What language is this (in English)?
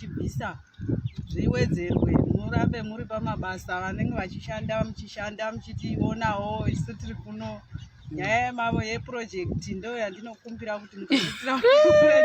Shona